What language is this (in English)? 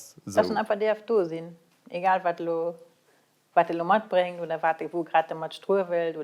Luxembourgish